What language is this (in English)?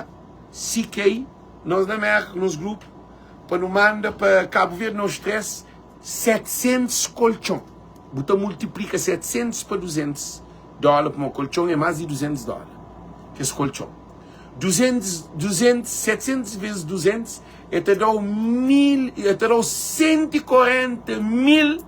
Kabuverdianu